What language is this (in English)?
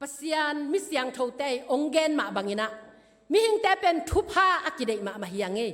Tedim Chin